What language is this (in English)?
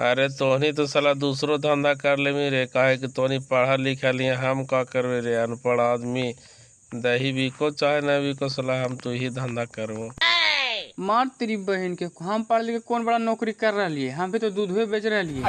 Magahi